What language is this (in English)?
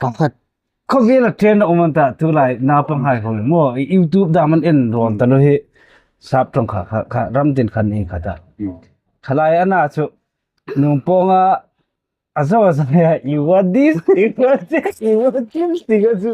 Hmar